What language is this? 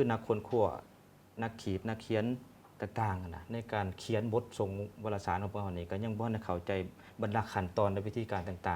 Lao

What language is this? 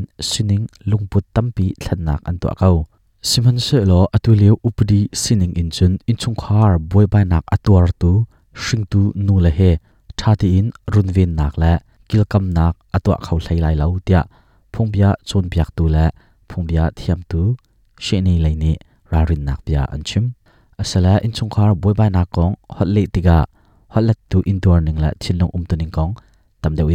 Hakha Chin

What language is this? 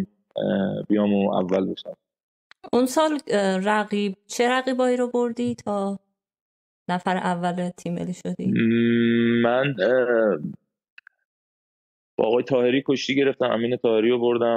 Persian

